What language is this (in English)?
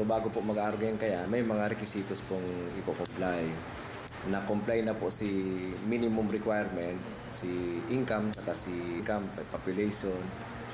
Bikol